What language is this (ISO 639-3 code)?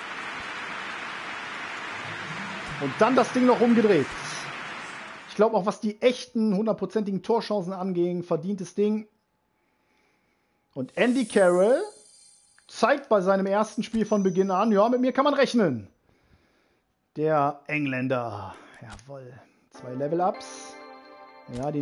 deu